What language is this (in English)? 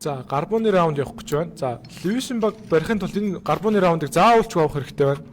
Mongolian